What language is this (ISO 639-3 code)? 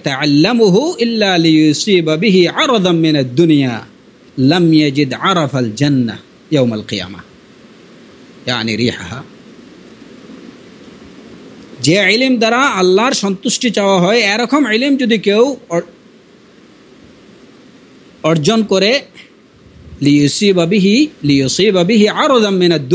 ben